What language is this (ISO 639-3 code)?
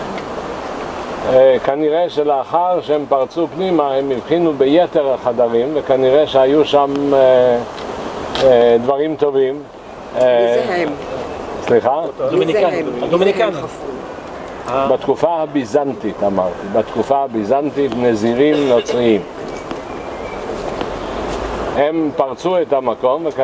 heb